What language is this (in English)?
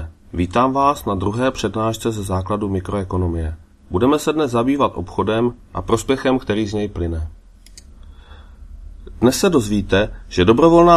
Czech